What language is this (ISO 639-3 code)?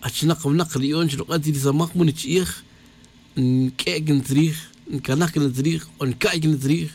tzj